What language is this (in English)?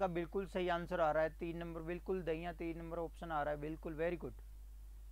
Hindi